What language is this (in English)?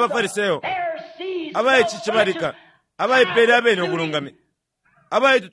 Bemba